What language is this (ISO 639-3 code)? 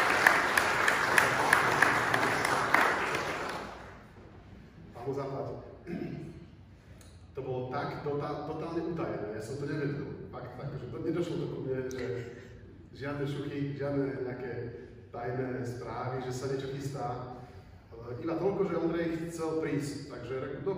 slk